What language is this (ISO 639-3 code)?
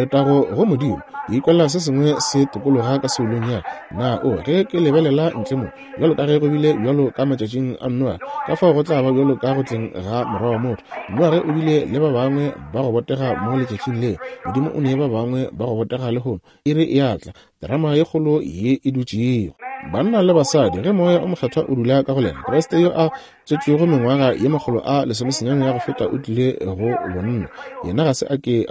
nso